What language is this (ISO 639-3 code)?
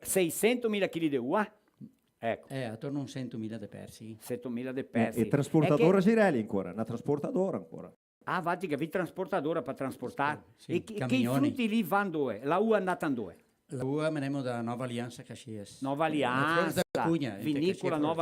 vec